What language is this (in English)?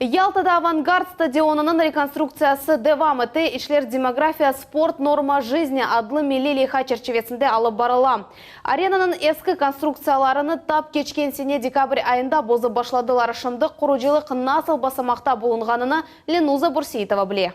Crimean Tatar